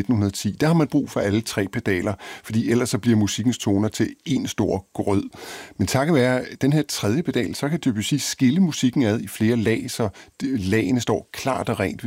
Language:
Danish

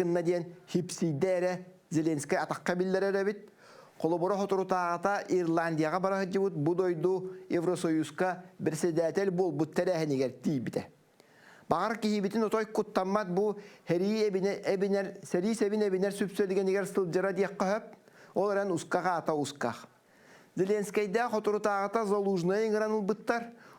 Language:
Yakut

